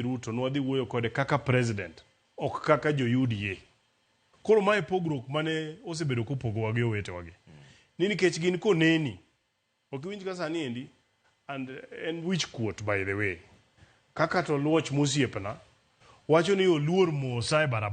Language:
Luo (Kenya and Tanzania)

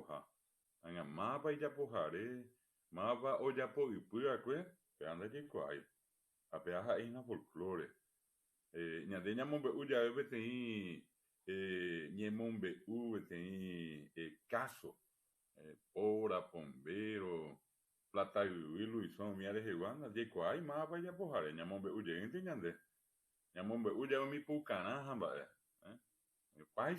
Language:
Guarani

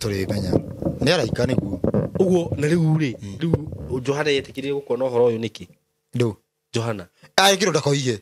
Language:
Kikuyu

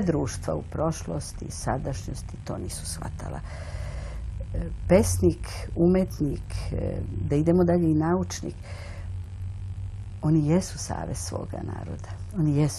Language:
Serbian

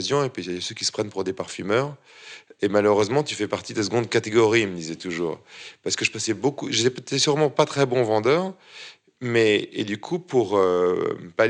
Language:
French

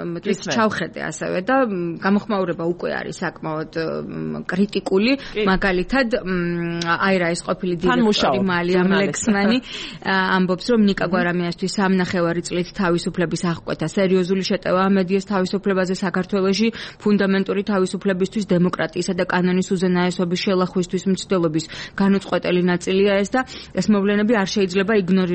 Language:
Georgian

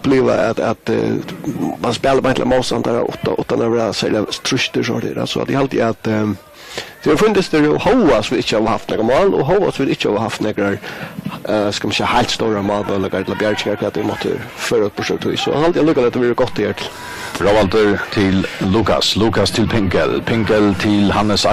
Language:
Faroese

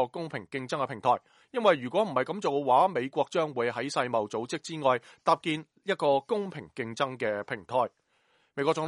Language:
Cantonese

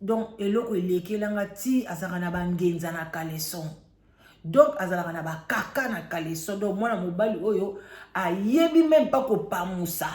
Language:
Lingala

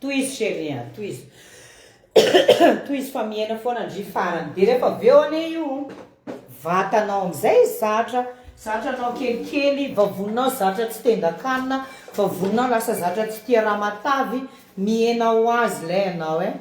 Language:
Malagasy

